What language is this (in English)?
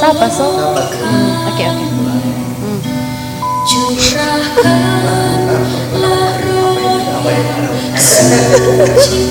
Manado Malay